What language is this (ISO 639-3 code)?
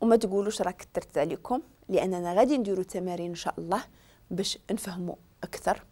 ary